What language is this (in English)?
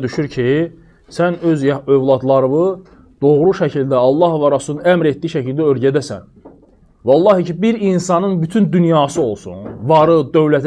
Azerbaijani